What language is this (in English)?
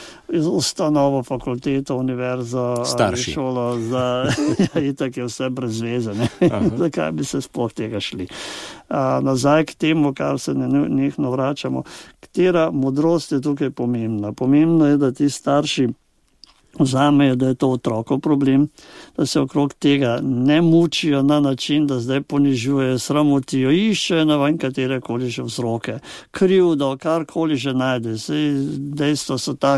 Slovenian